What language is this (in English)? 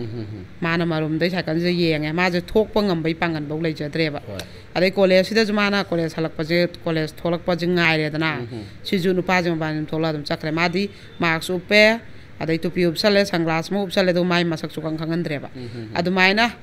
Manipuri